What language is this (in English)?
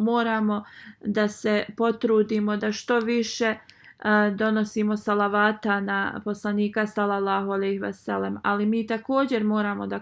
Bosnian